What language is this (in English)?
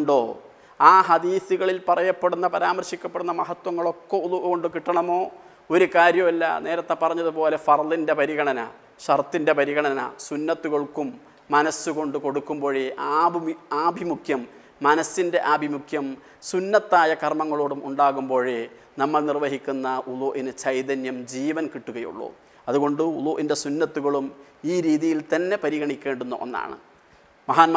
Malayalam